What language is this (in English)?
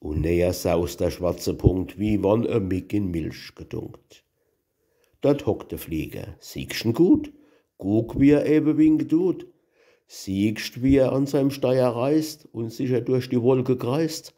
Palatine German